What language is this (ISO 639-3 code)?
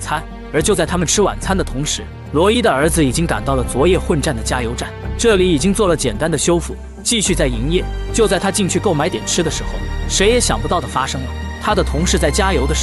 zho